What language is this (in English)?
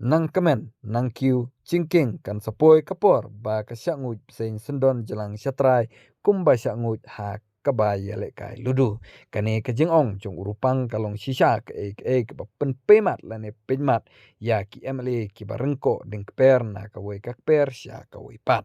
Khasi